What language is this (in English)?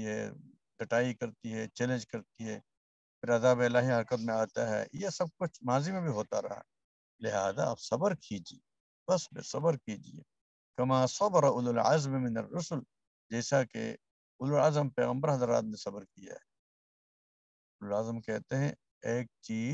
Urdu